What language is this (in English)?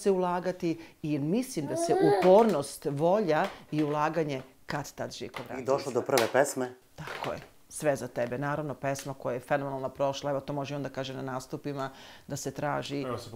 Serbian